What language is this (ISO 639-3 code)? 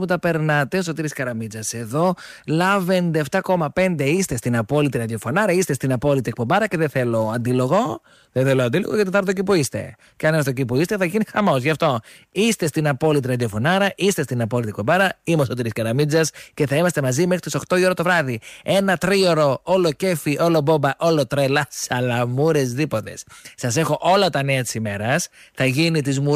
ell